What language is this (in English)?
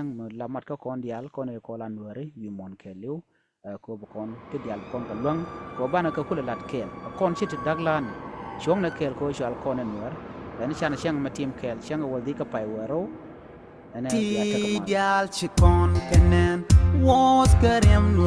Nuer